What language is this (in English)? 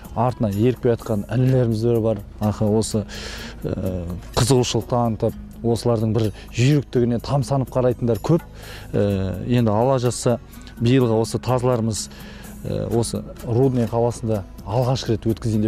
Kazakh